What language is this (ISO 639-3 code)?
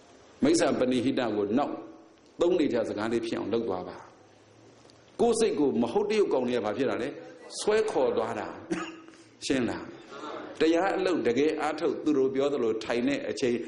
mya